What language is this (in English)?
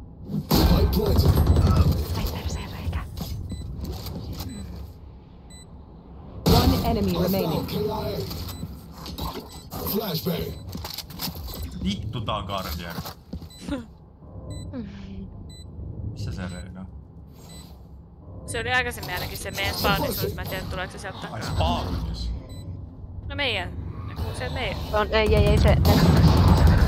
Finnish